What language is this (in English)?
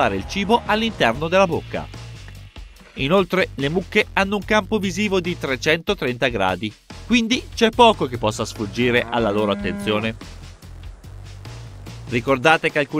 Italian